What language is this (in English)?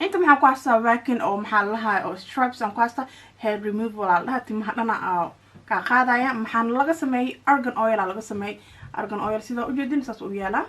Somali